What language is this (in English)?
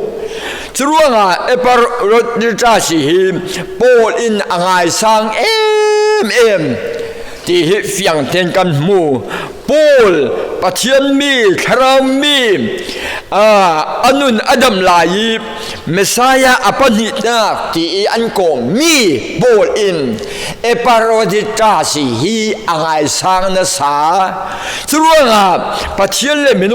Falam Chin